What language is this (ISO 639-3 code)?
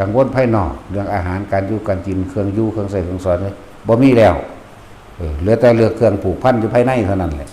tts